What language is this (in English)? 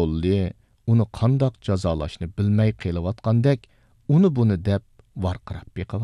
Uyghur